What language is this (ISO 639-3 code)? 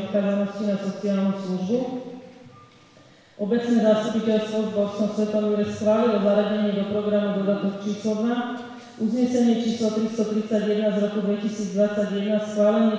slk